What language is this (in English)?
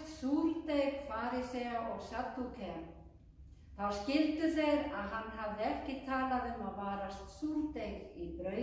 Icelandic